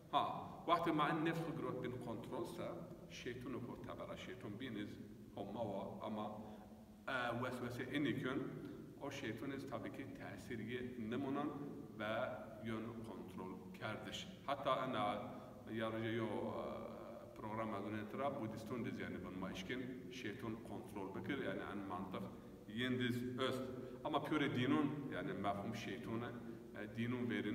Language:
Zaza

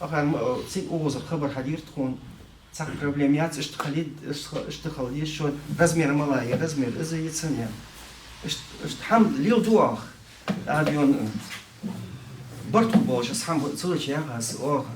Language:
Ingush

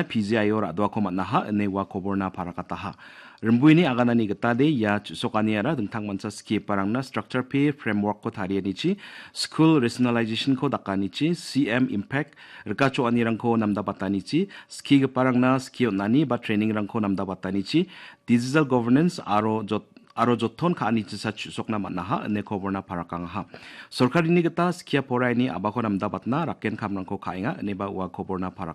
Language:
Garo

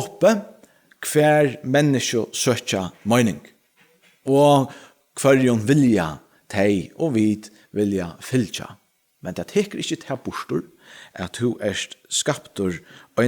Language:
Faroese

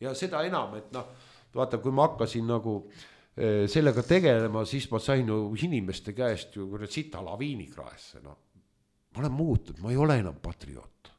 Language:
Estonian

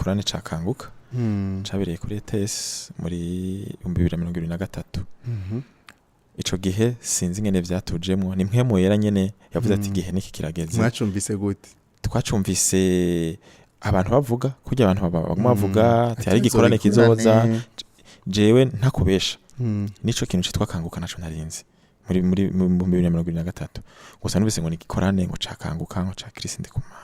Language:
Rundi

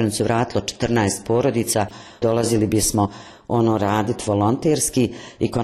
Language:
Bosnian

